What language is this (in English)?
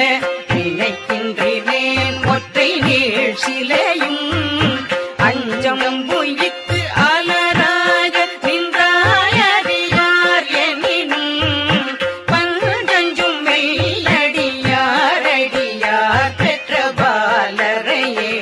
Tamil